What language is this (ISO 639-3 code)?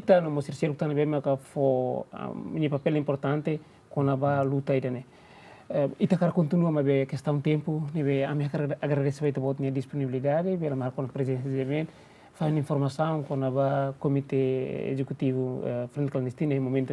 tet